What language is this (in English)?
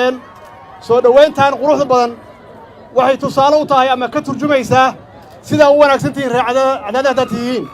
Somali